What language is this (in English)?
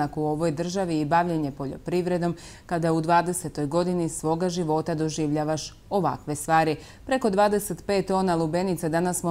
Croatian